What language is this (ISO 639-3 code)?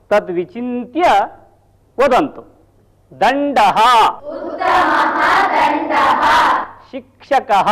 san